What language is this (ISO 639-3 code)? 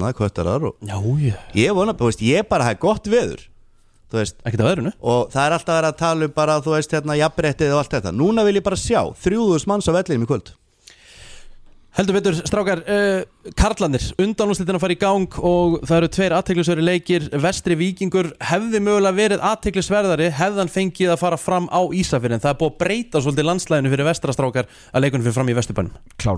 isl